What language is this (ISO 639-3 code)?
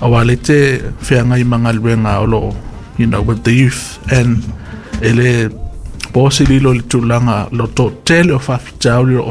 smo